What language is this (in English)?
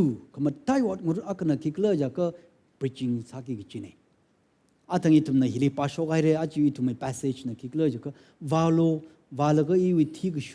Tangkhul Naga (India)